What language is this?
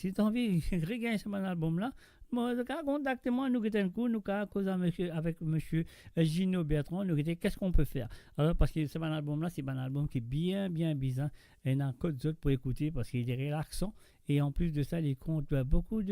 Morisyen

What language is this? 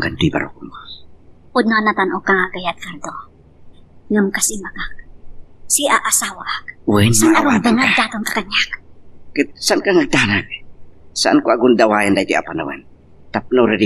Iloko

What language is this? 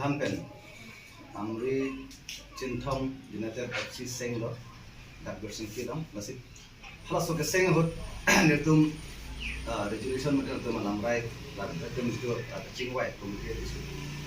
Karbi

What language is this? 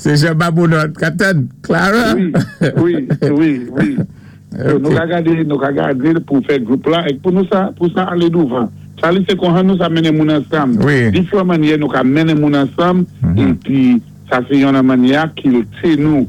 Saint Lucian Creole French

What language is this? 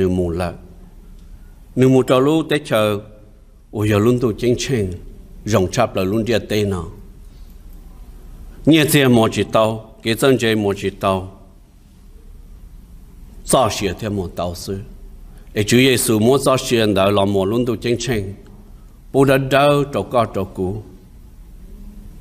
Vietnamese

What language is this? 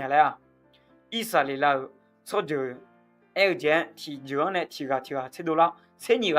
Akha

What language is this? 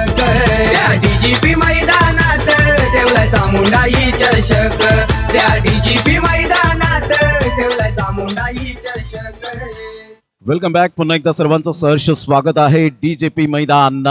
Marathi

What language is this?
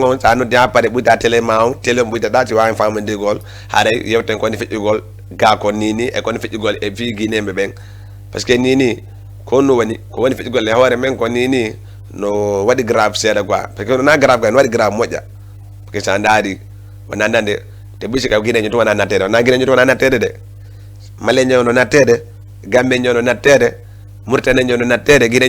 Fula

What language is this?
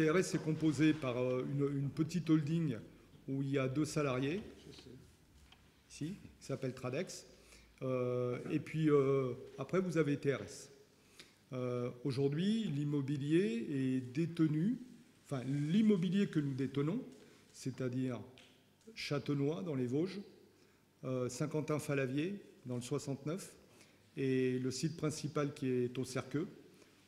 French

